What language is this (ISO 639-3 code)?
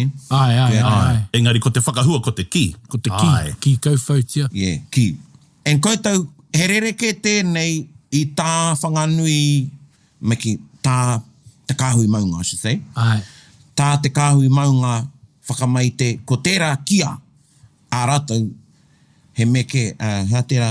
mri